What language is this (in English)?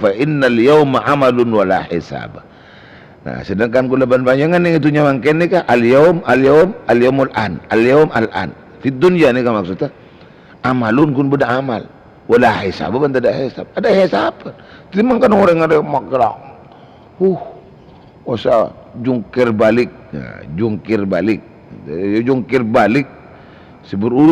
Madurese